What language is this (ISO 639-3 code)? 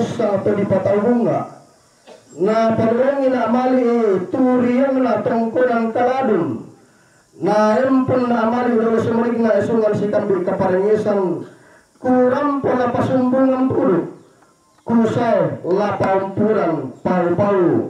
sda